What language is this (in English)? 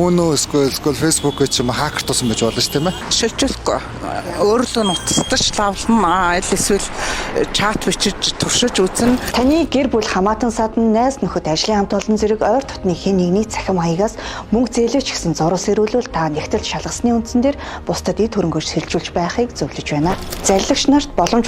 Mongolian